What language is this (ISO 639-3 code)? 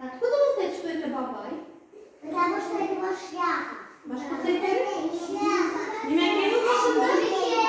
bak